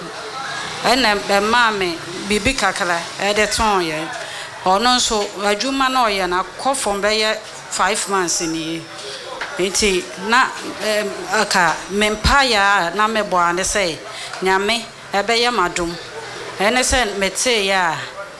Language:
Akan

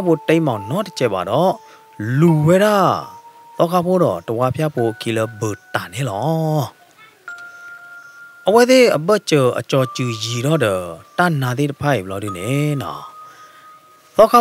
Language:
S'gaw Karen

